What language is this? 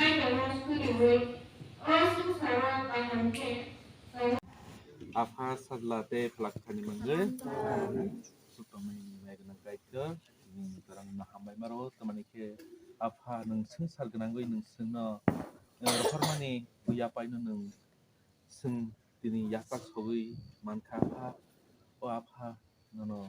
Kok Borok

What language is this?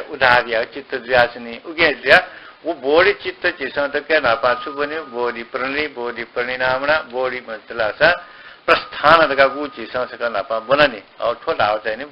Newari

